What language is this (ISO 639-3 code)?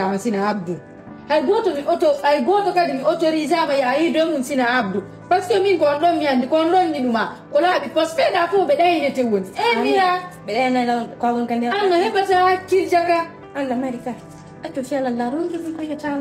fuf